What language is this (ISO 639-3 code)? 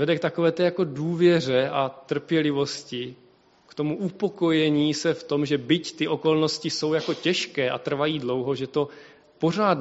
ces